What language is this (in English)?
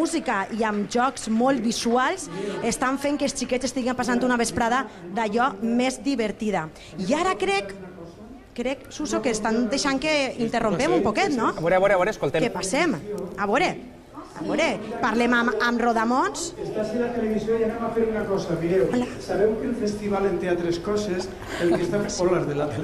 Catalan